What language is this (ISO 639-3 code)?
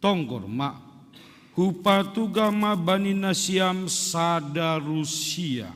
bts